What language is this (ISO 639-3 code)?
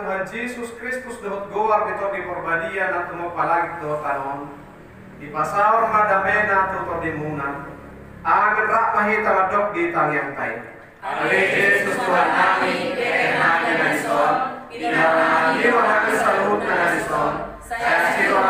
bbc